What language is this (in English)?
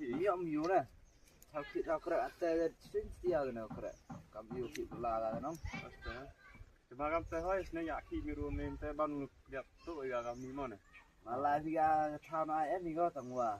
Khasi